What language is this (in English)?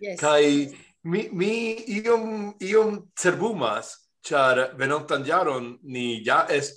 Esperanto